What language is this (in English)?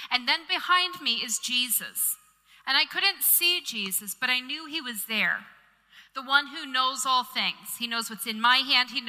English